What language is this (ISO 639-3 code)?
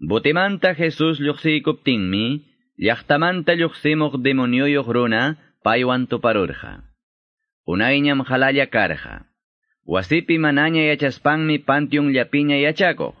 que